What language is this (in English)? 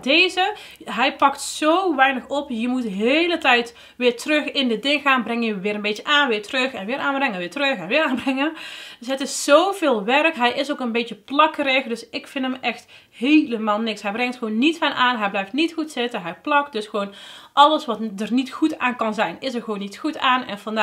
Dutch